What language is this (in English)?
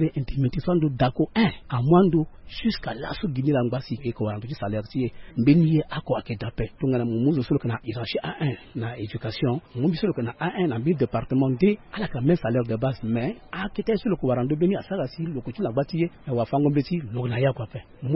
Sango